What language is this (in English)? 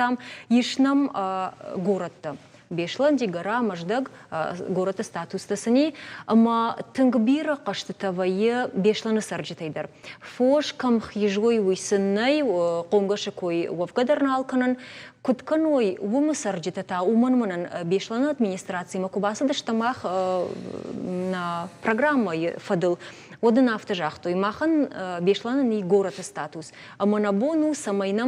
Ossetic